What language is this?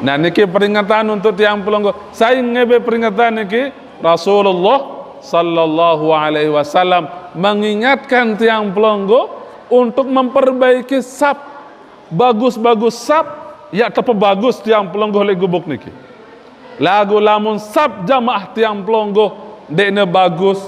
Sasak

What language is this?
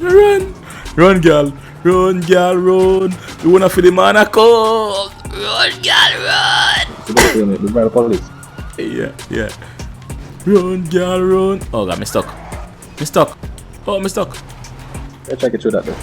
Jamaican Creole English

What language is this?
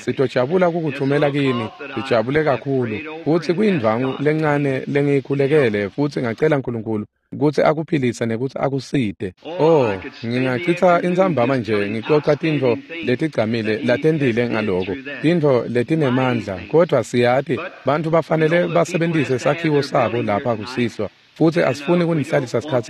Swati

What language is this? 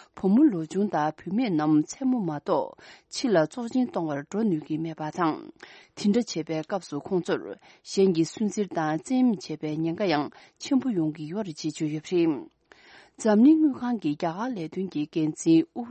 Tibetan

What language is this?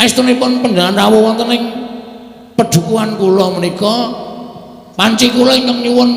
Javanese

